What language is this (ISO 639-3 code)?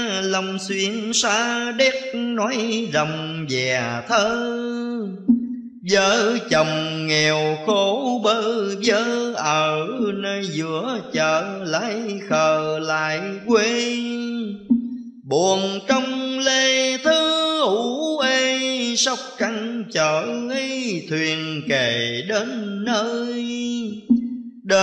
vie